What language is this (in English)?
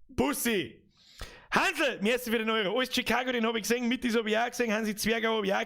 Bavarian